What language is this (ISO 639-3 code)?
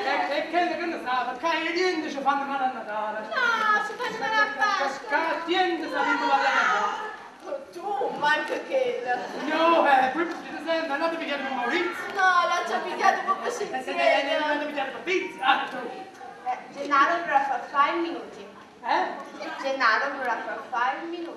nap